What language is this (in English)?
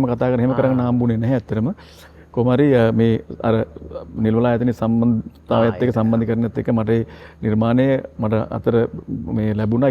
Sinhala